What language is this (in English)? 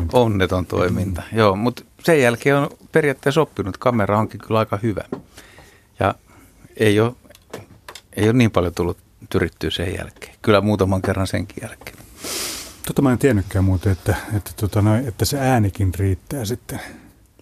Finnish